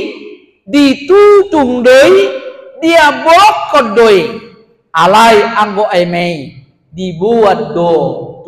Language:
Batak Toba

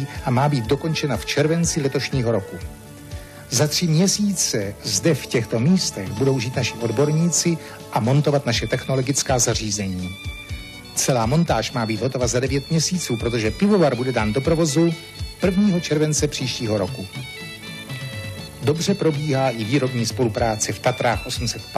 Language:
Czech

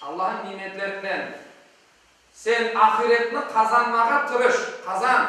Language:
Crimean Tatar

